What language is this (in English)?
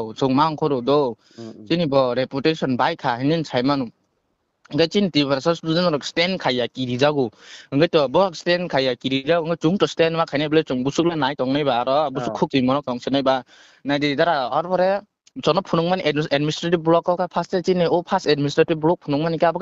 Kok Borok